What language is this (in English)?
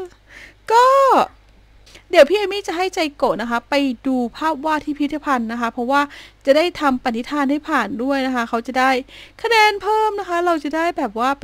Thai